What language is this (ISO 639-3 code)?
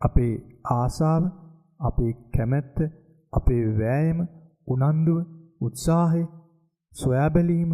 sin